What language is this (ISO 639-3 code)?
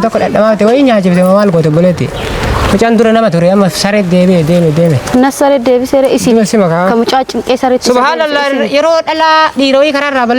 orm